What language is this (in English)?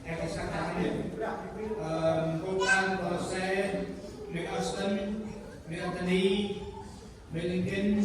Central Mnong